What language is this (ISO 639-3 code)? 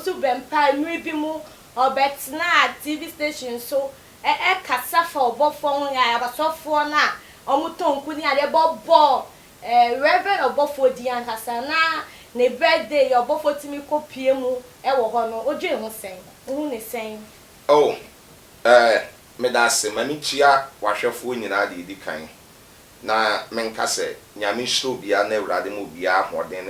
aka